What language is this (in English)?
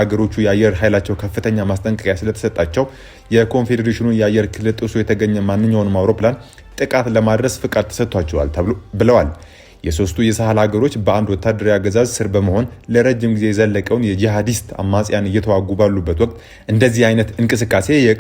Amharic